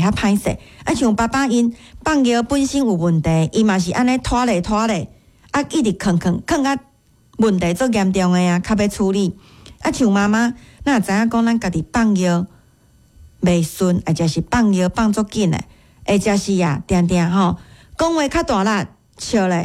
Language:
Min Nan Chinese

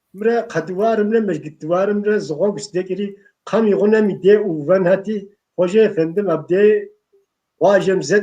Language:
Kabardian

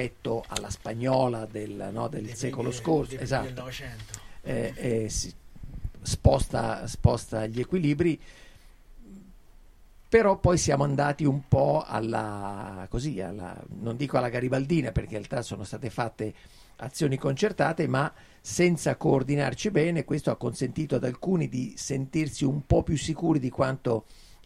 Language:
Italian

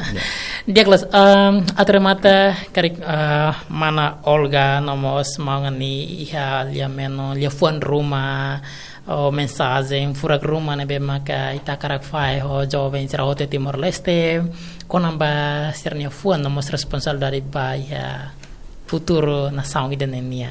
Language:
Tetum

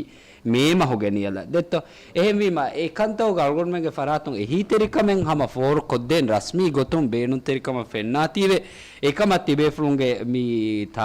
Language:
Divehi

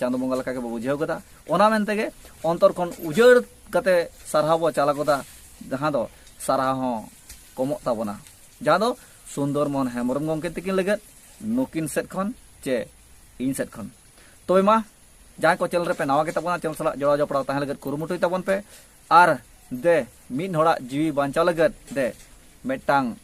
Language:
Santali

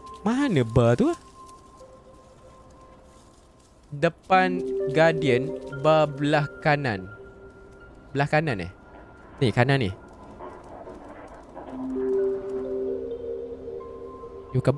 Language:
Malay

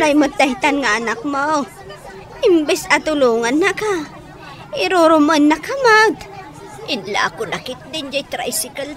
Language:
Iloko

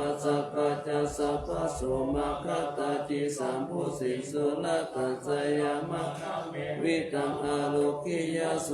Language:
Pali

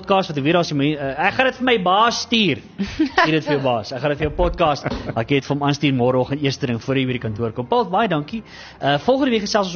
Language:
Afrikaans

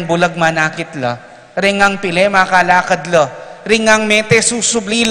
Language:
Pampanga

